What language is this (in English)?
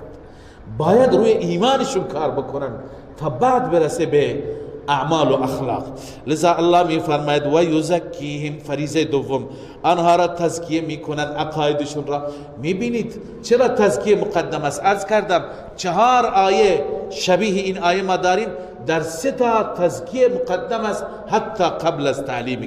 Persian